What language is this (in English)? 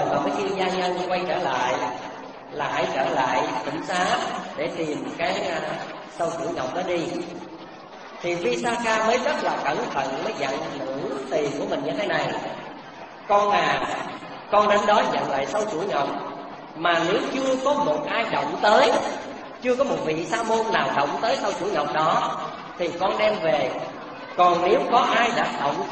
Vietnamese